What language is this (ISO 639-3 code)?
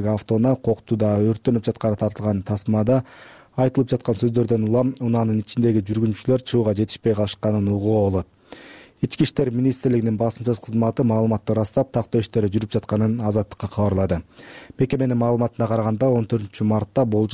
kir